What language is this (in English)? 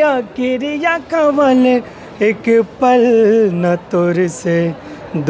Chhattisgarhi